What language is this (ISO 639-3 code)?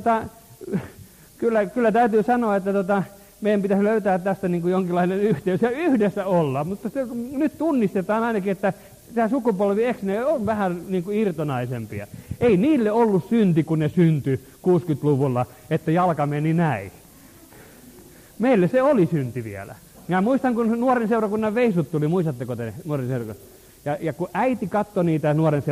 fin